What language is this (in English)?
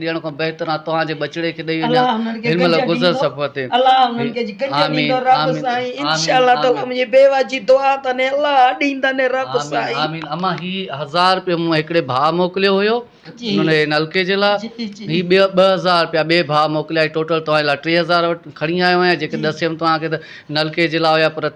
Sindhi